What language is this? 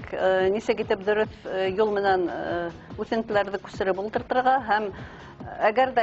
Bashkir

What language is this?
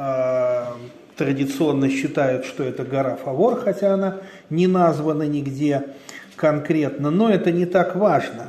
Russian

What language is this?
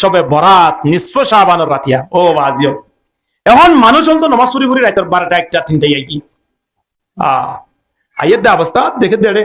Rohingya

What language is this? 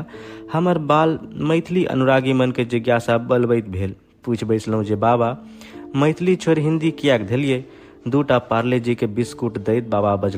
Maithili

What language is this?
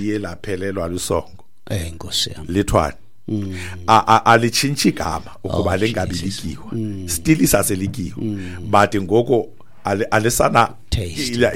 Xhosa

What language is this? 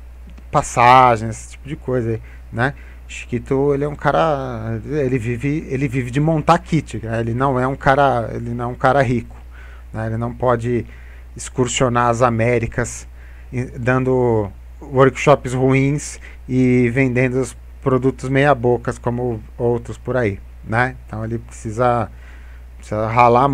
Portuguese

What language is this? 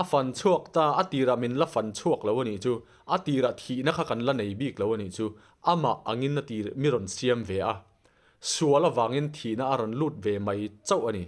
Mizo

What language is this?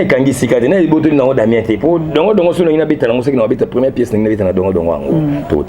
Lingala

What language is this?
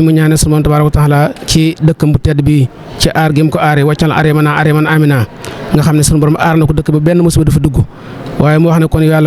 Wolof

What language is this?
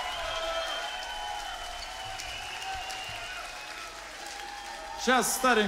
Russian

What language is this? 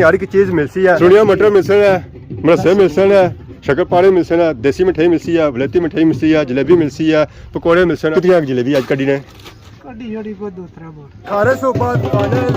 Pahari-Potwari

